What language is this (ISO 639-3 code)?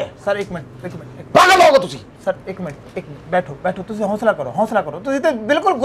pan